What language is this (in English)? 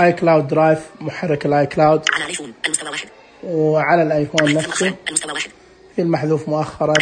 Najdi Arabic